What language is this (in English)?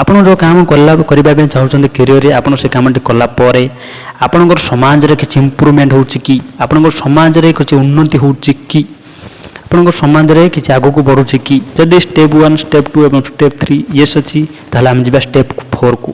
Odia